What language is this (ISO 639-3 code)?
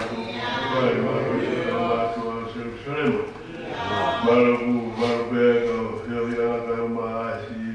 ton